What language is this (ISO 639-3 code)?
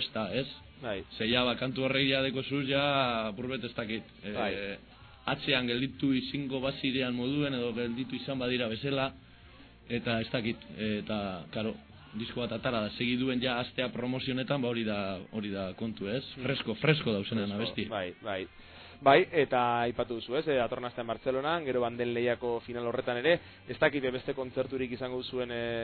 eus